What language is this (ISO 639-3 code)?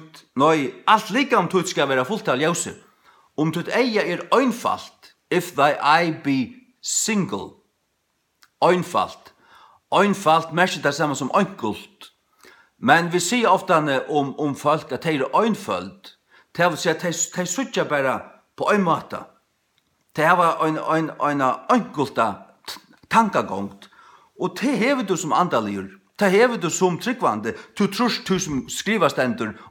fao